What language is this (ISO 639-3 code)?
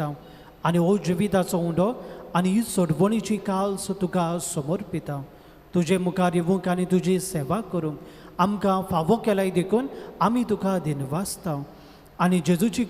kok